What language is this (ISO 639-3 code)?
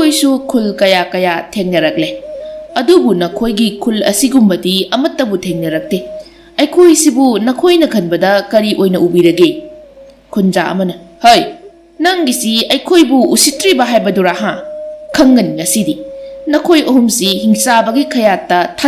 mni